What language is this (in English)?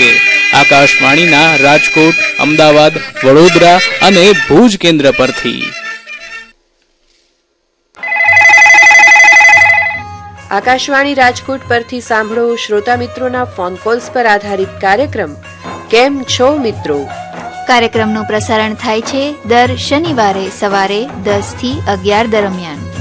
Gujarati